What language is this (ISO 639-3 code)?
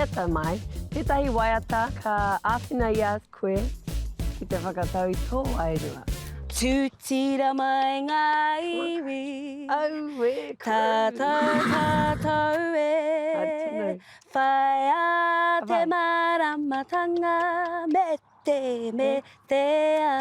mri